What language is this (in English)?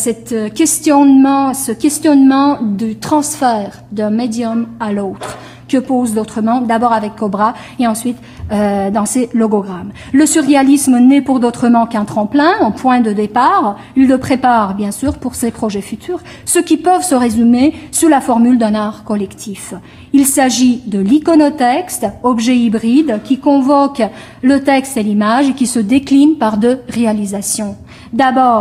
French